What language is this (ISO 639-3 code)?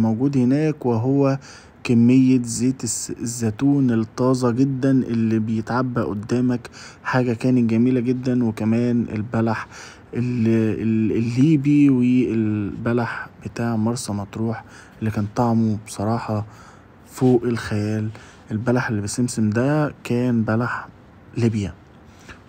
arz